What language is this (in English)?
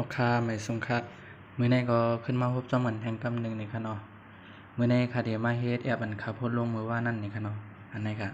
Shan